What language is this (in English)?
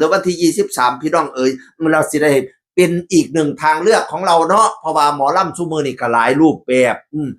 Northeastern Thai